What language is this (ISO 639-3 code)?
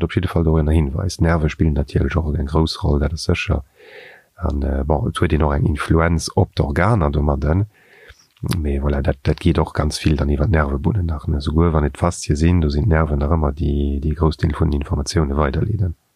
ltz